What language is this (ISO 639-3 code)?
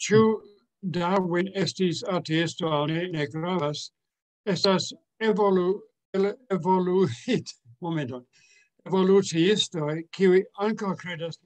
epo